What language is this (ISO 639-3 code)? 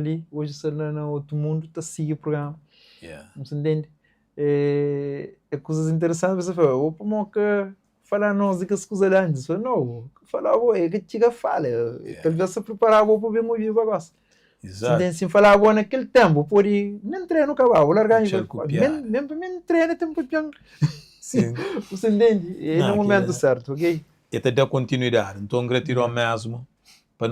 kea